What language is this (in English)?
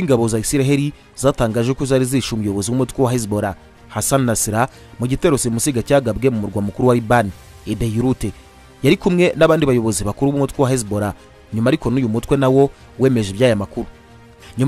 Kinyarwanda